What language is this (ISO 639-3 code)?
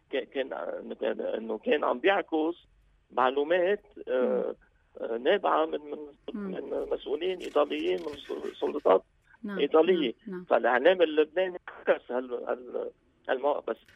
apc